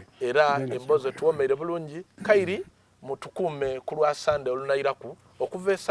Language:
Soga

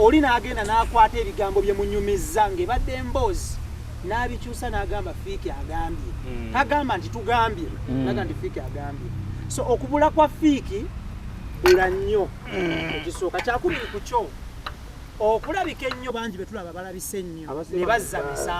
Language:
Ganda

